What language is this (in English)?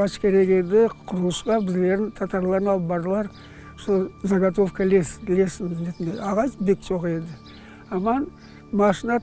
Crimean Tatar